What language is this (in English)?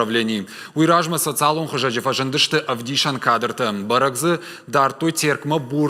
Ossetic